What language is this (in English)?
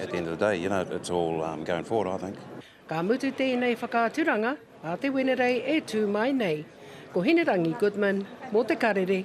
Māori